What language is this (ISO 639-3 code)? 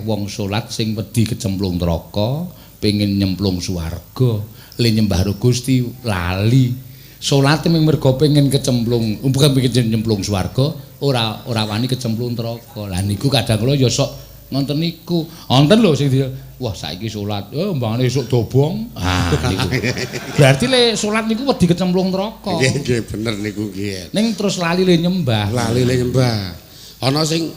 jav